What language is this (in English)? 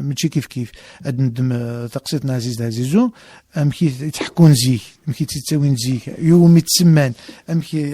Kabyle